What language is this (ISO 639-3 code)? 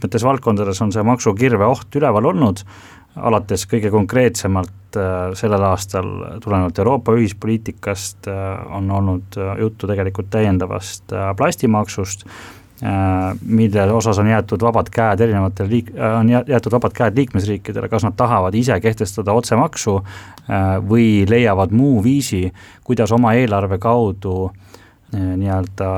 est